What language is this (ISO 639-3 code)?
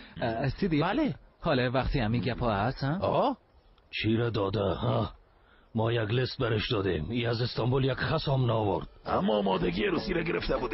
fas